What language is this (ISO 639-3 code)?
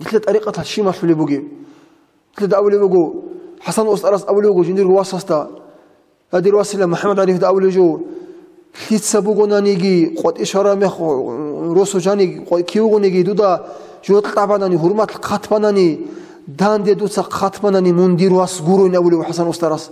ava